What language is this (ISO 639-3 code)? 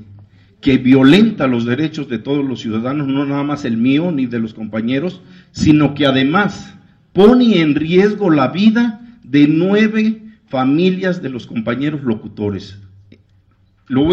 spa